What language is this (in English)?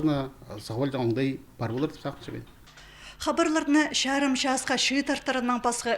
Khakas